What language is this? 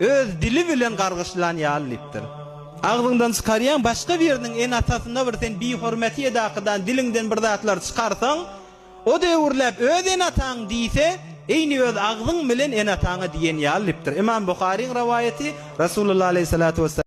Turkmen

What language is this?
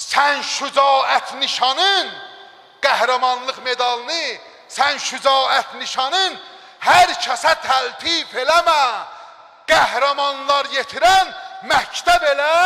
Azerbaijani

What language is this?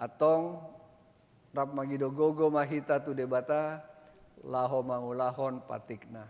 Batak Toba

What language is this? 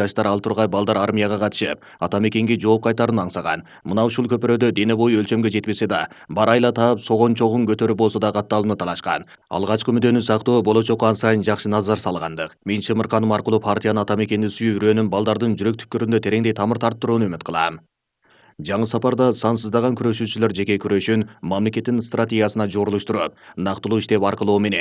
Kyrgyz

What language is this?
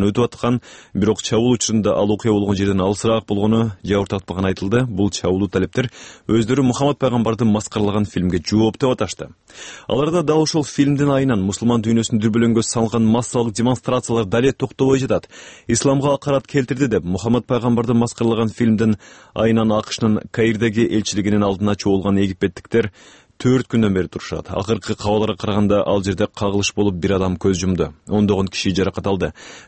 Kyrgyz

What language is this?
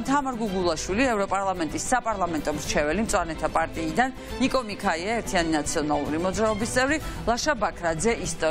Georgian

